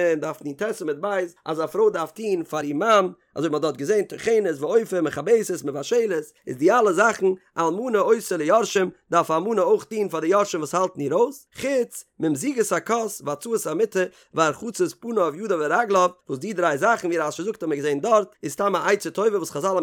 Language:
Yiddish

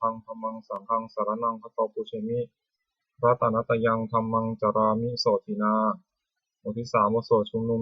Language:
Pali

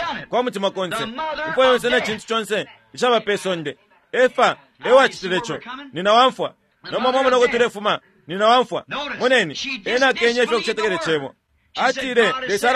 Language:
Bemba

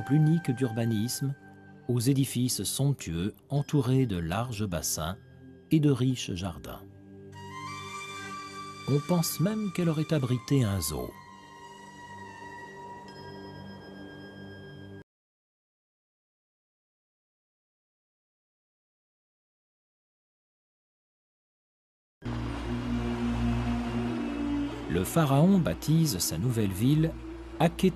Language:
French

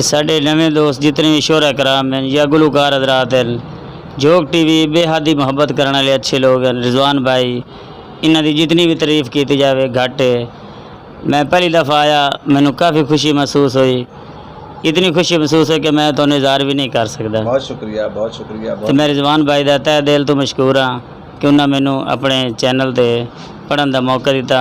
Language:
Western Panjabi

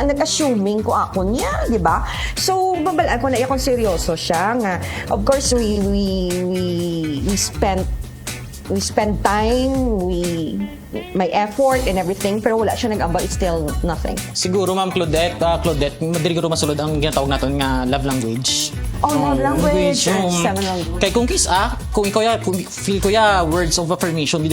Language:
Hiligaynon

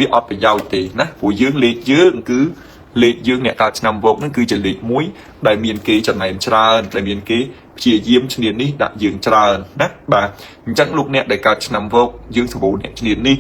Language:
Khmer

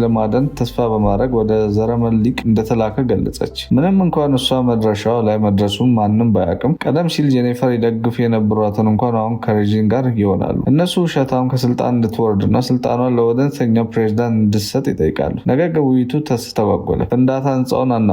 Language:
Amharic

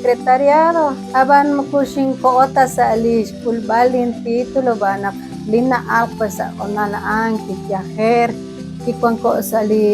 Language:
Kekchí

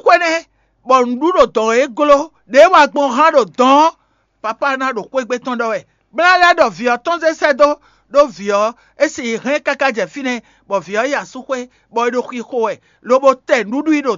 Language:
Fon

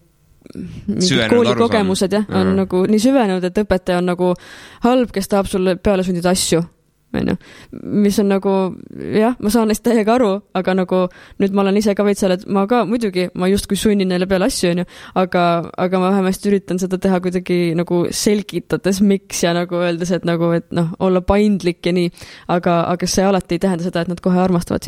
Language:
Estonian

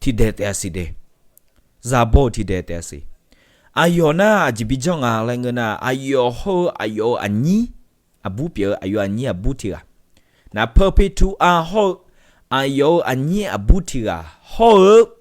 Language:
Akha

